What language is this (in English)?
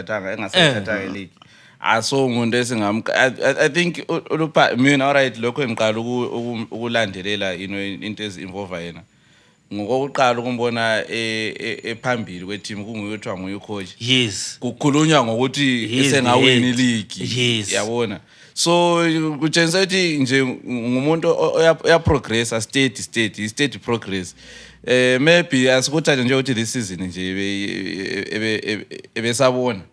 North Ndebele